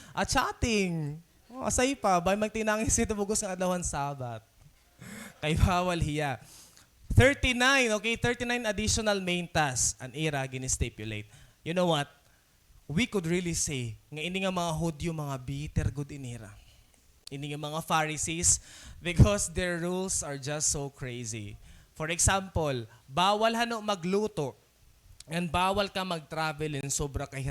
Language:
Waray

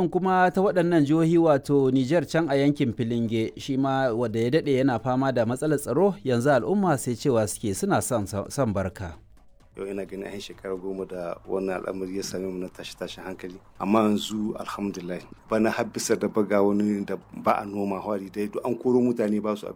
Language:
Hausa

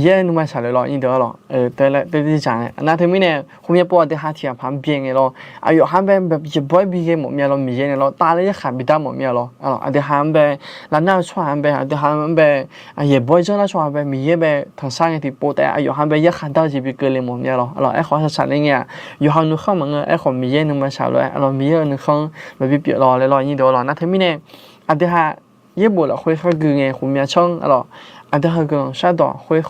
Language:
Akha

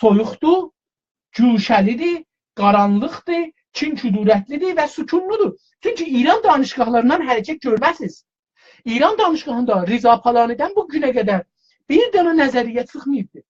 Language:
South Azerbaijani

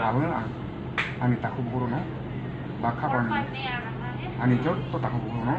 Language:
Kok Borok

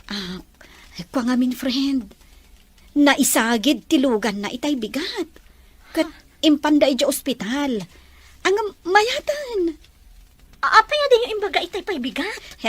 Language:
Iloko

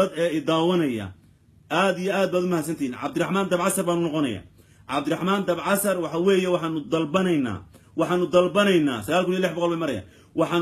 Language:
Somali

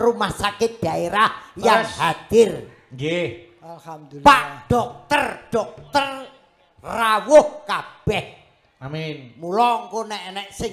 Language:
Javanese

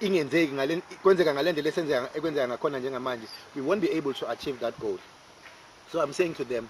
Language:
Zulu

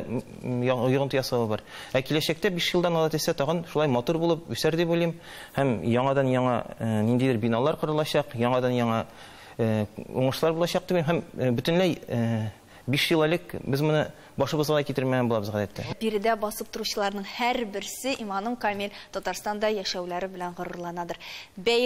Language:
Tatar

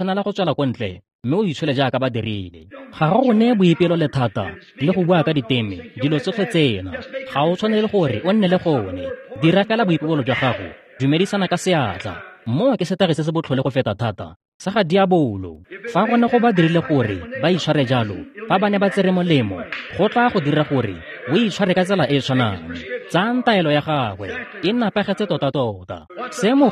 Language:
Tswana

